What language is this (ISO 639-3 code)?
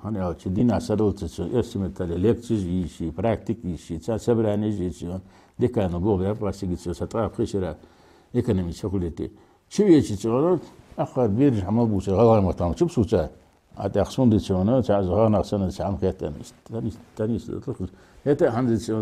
inh